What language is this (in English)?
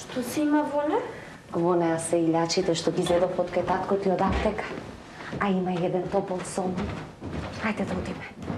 Macedonian